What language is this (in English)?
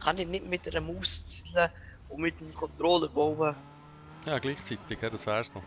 Swiss German